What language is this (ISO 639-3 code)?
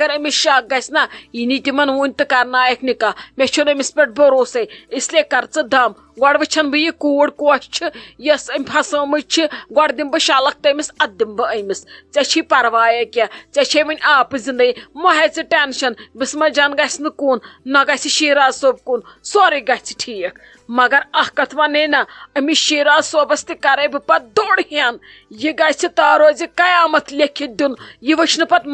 kas